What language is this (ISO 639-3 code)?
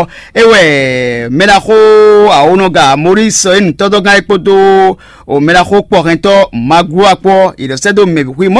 fon